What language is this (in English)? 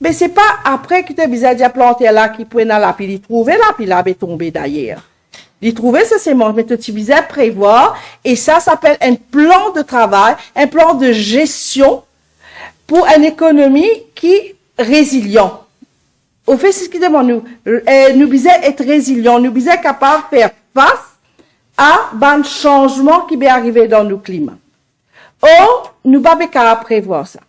Morisyen